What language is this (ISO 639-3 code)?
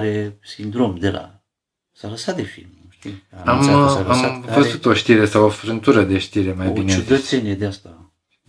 ron